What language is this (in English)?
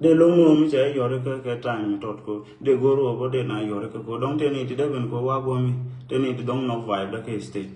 Nuer